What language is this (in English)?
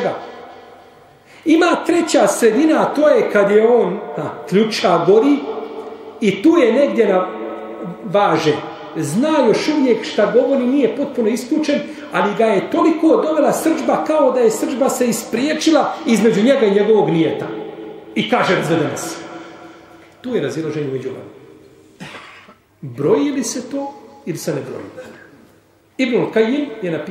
Bosnian